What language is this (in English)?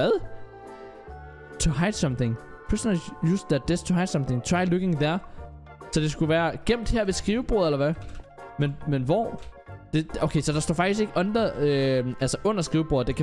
Danish